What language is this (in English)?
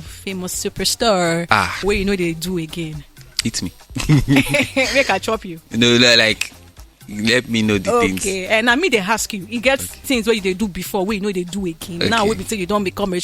Nigerian Pidgin